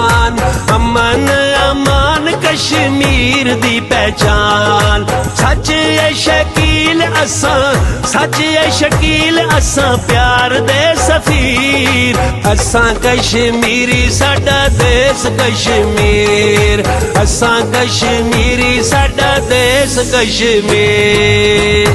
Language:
Pahari-Potwari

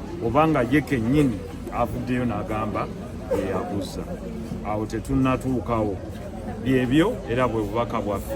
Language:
Ganda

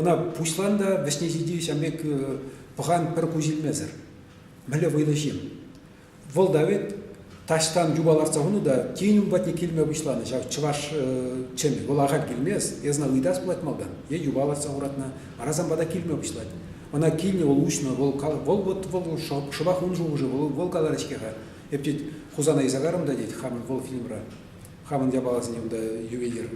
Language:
Chuvash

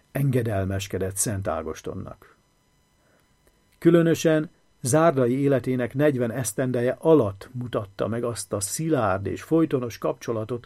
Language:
Hungarian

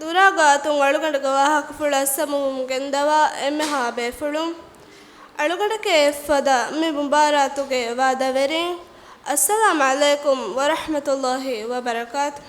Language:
Divehi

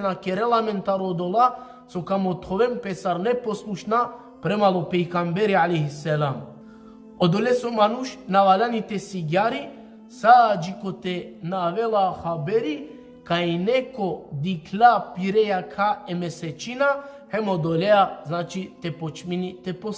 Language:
Balkan Romani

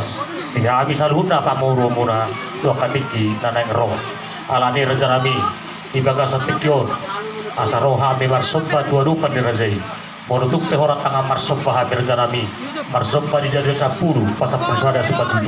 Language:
Batak Toba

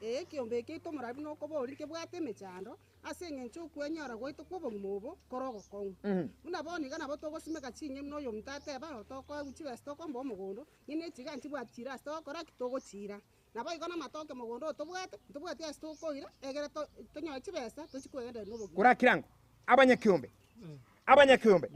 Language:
Gusii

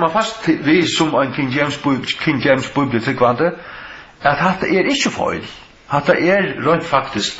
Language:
Faroese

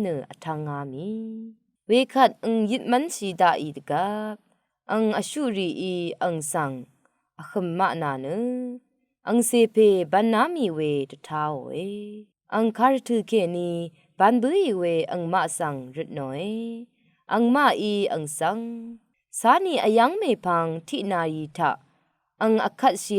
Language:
Rawang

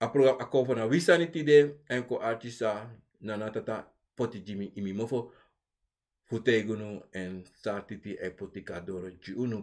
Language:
Sranan Tongo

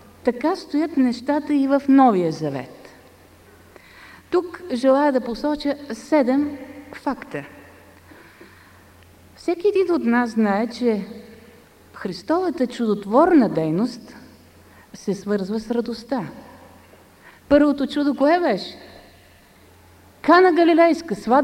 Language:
Bulgarian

